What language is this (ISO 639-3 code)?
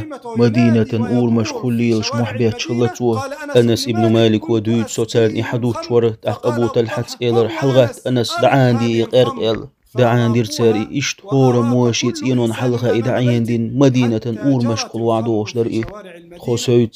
che